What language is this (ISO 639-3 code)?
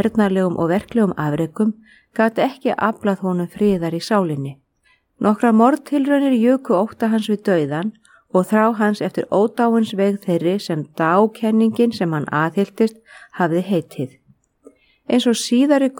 isl